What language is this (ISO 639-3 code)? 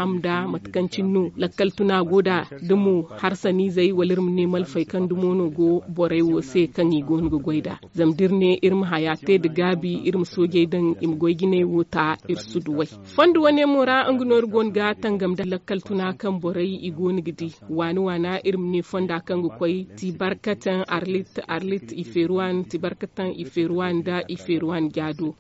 dje